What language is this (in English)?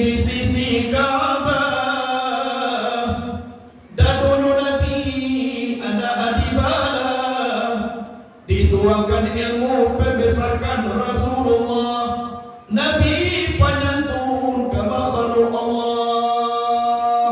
Minangkabau